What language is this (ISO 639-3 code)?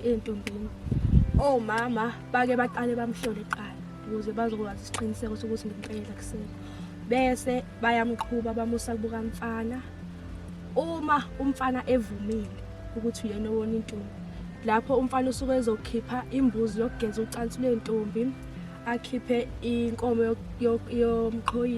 zul